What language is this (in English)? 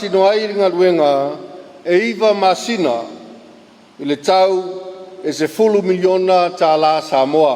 Samoan